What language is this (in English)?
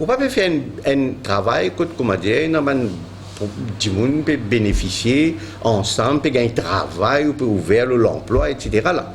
Morisyen